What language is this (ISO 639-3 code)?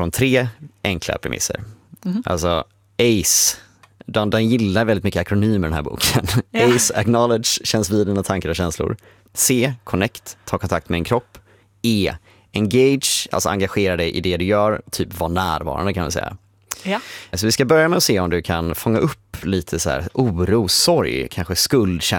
swe